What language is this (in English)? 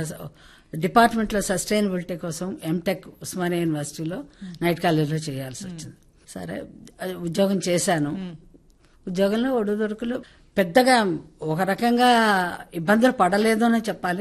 Telugu